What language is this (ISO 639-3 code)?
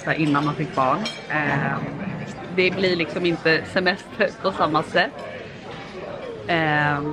swe